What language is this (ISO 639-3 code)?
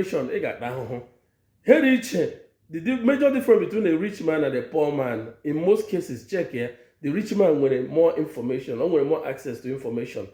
ibo